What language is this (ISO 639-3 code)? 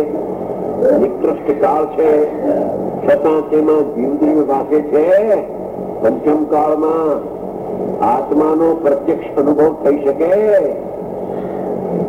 guj